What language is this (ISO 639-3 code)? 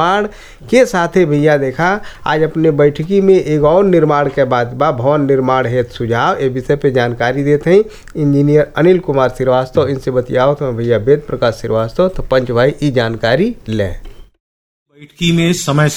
bho